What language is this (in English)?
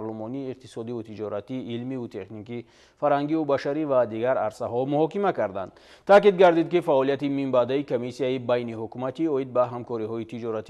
Tajik